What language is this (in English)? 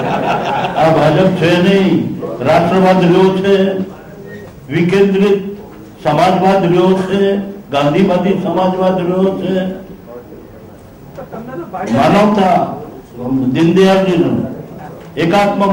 Gujarati